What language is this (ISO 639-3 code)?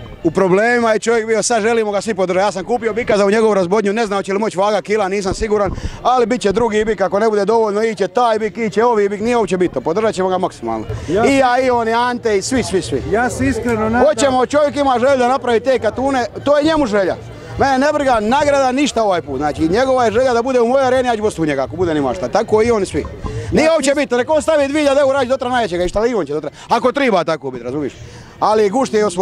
hrv